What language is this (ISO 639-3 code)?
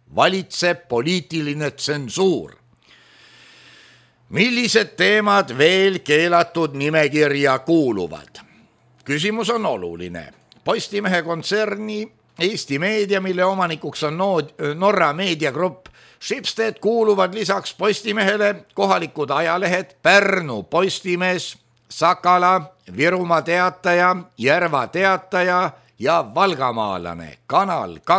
est